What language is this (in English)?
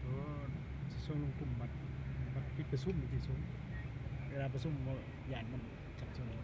Lao